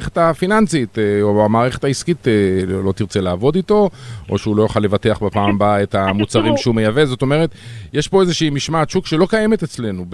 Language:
Hebrew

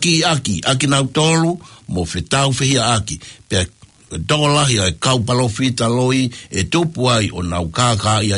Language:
Tongan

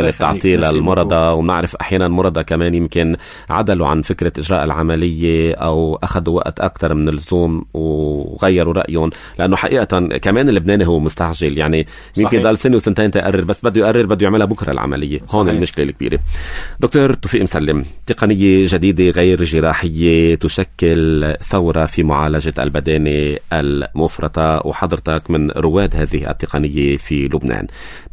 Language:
North Levantine Arabic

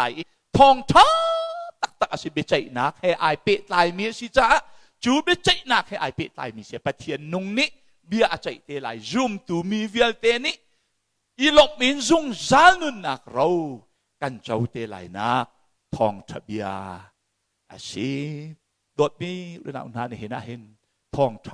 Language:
Hakha Chin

